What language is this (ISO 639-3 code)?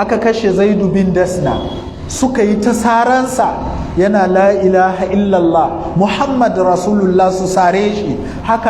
hau